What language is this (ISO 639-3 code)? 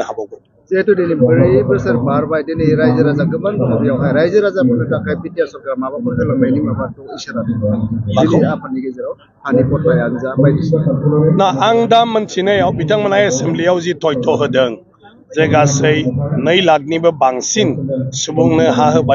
brx